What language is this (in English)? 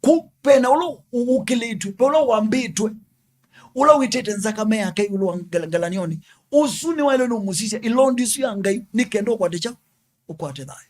Kamba